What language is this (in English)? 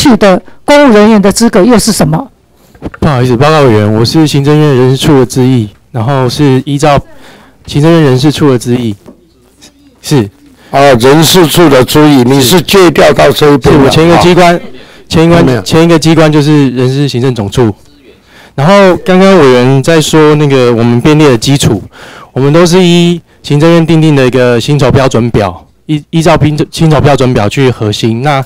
Chinese